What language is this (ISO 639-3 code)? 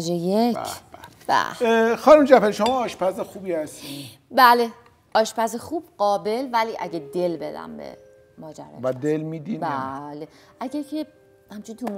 fas